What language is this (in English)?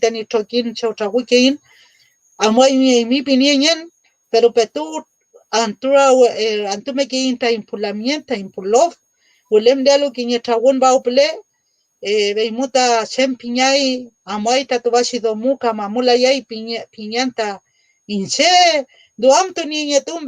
Mapuche